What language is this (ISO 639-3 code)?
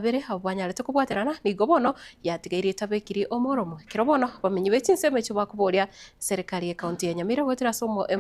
guz